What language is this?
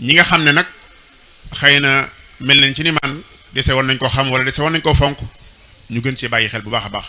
Wolof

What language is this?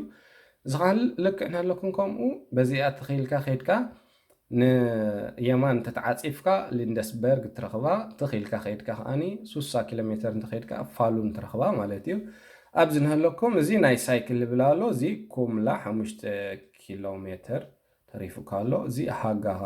Tigrinya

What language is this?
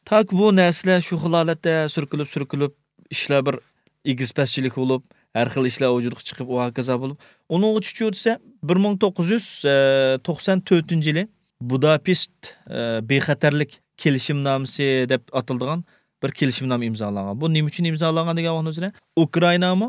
Uyghur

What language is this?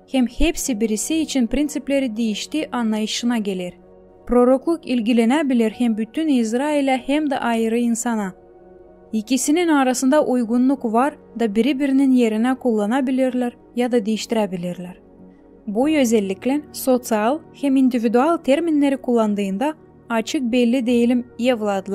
Gagauz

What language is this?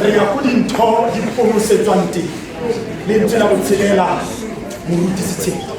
Tswana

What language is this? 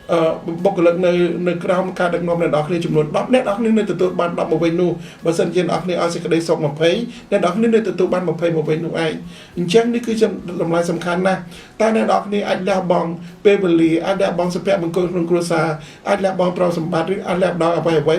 Khmer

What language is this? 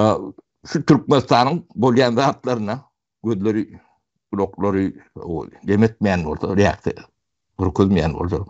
Turkmen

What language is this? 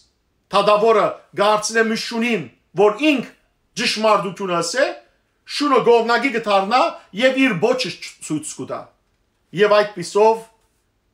Western Armenian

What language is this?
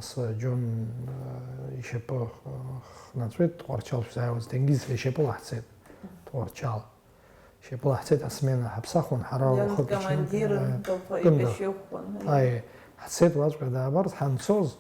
Abkhazian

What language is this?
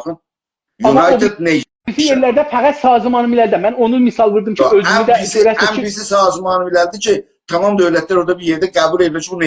South Azerbaijani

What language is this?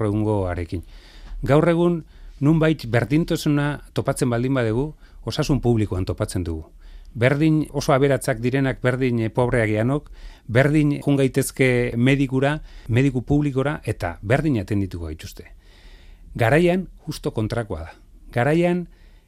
Basque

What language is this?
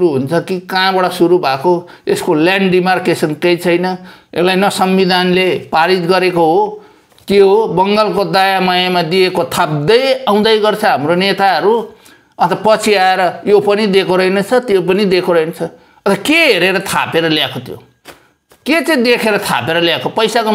Nepali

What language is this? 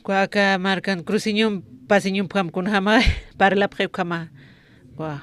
Aymara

